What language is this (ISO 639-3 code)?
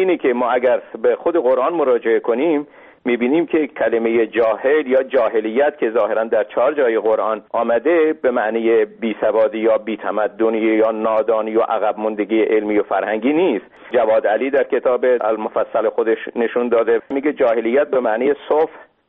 fas